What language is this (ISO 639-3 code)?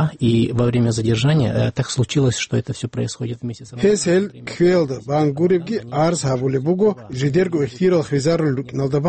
ava